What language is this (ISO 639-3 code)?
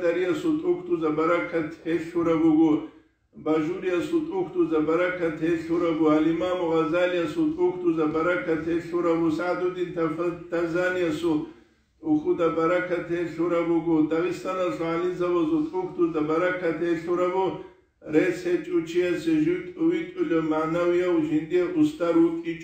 ava